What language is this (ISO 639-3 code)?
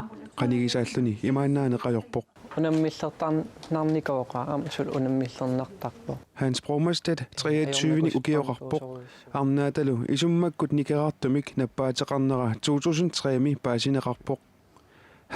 kal